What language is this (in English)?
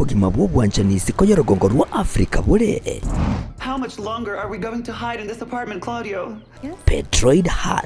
Gusii